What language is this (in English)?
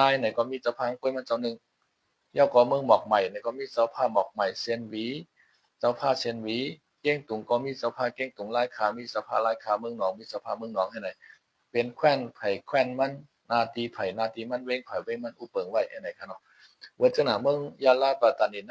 Shan